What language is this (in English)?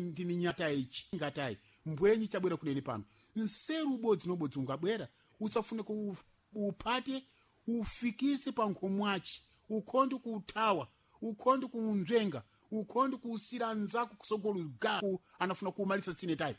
Sena